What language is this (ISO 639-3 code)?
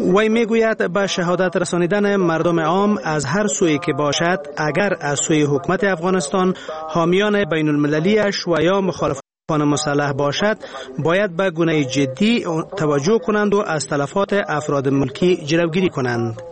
fas